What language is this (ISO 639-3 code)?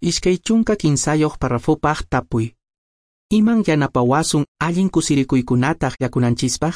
que